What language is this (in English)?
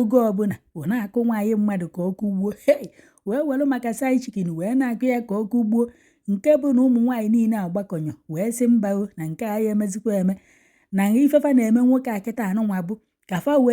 Igbo